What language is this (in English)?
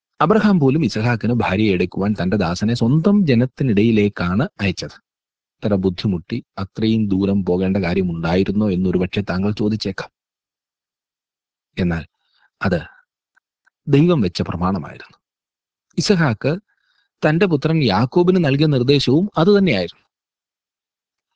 Malayalam